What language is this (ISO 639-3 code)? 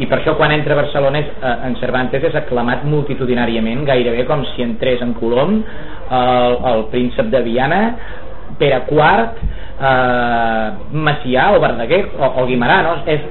cat